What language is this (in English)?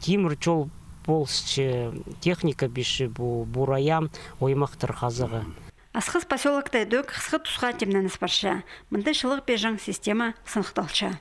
Khakas